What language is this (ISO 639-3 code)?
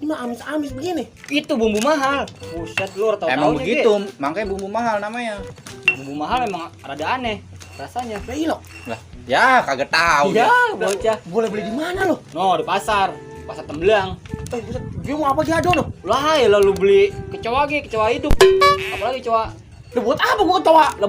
bew